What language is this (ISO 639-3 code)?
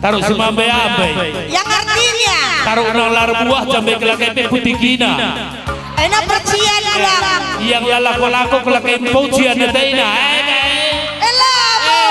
btx